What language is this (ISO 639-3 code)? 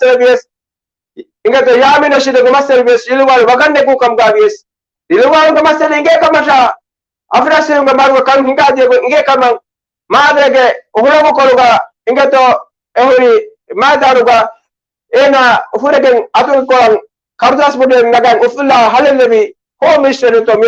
div